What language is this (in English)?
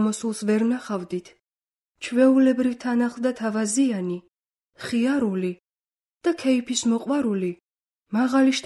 Georgian